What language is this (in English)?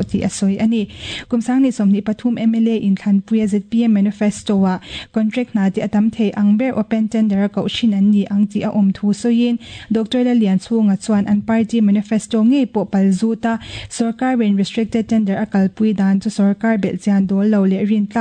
Mizo